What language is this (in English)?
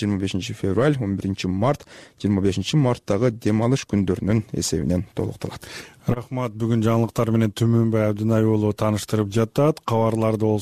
Kyrgyz